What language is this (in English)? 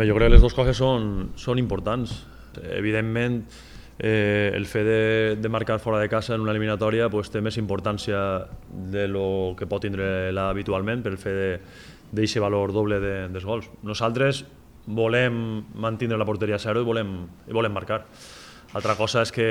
Catalan